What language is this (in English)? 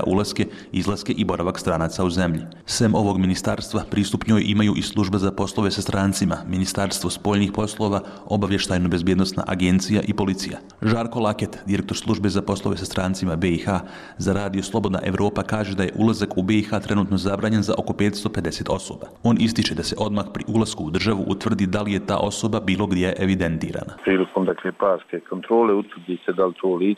Bosnian